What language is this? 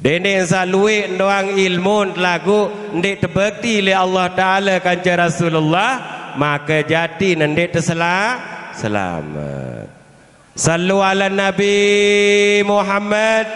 Sasak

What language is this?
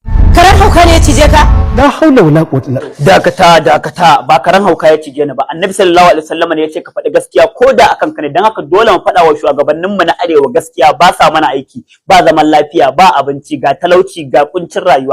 Hausa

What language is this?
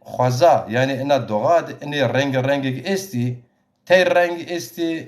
Zaza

